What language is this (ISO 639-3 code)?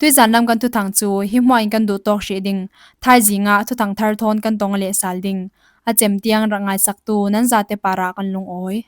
cfm